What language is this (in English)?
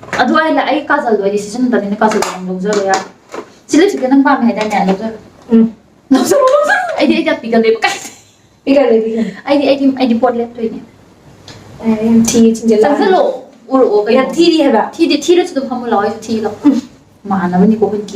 Manipuri